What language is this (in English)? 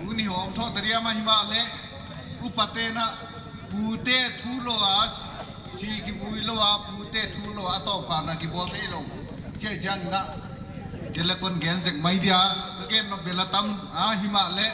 Paite Chin